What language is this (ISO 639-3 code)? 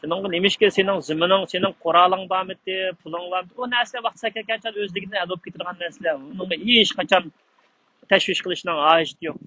uig